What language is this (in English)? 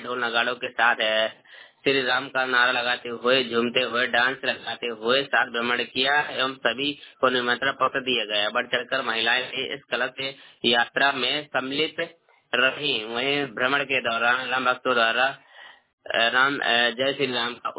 Hindi